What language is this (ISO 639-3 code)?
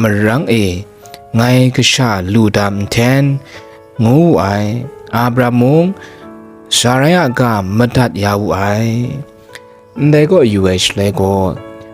kac